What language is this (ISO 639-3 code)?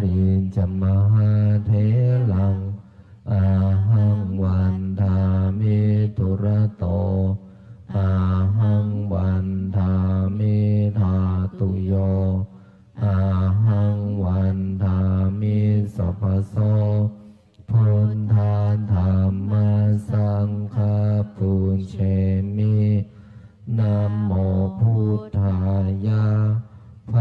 pli